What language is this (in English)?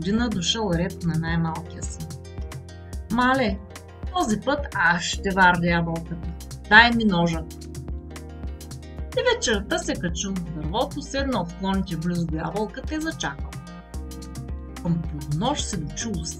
Bulgarian